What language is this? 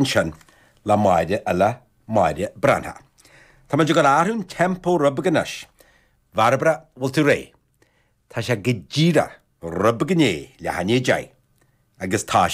Irish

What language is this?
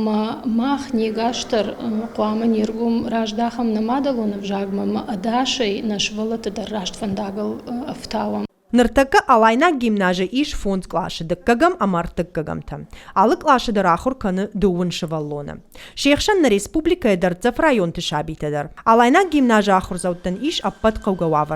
Ossetic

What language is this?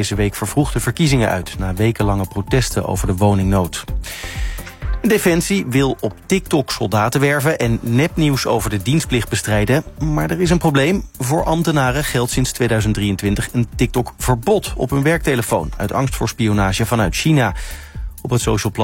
Dutch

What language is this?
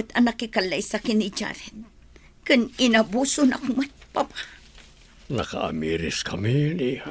Iloko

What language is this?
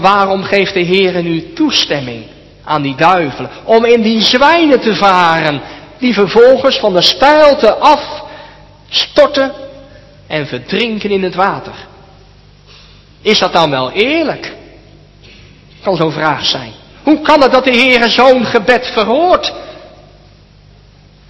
Dutch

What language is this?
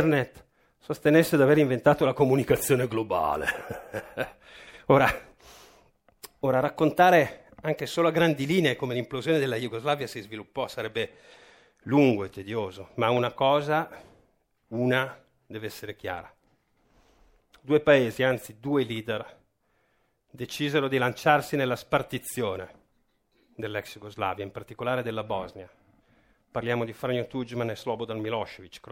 Italian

